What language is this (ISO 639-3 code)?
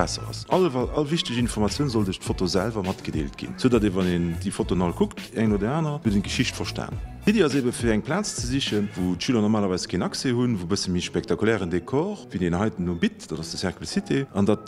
ltz